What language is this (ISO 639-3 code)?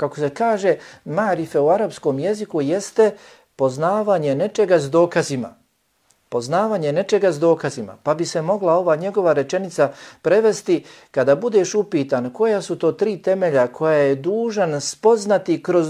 bos